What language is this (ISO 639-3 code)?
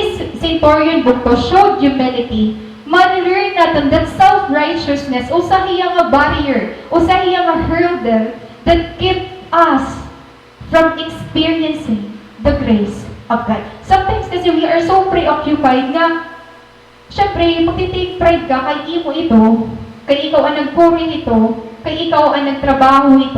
war